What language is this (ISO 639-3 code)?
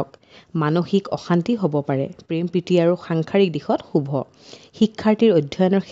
asm